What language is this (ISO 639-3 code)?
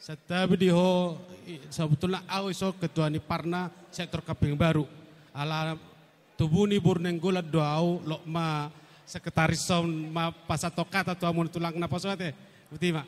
bbc